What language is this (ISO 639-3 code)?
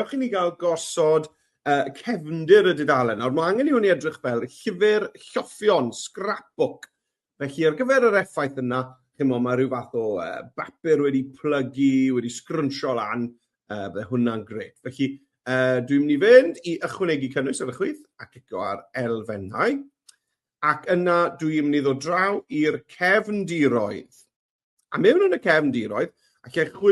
cym